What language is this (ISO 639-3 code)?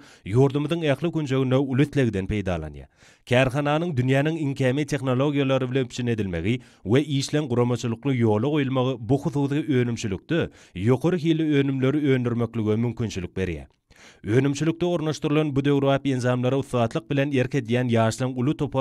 tuk